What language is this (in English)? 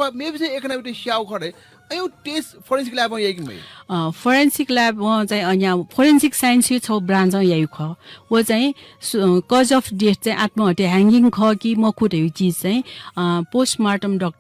Newari